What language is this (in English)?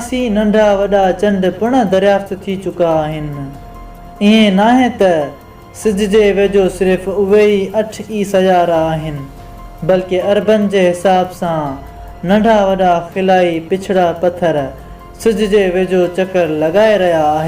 Sindhi